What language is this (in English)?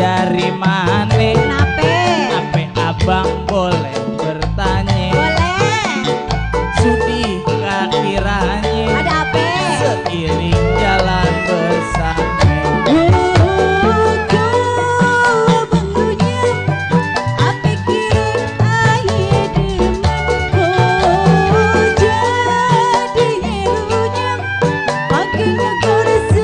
Betawi